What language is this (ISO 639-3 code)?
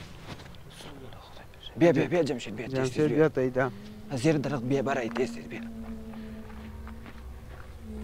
fas